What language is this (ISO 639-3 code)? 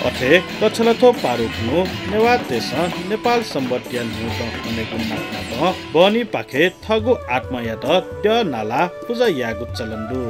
new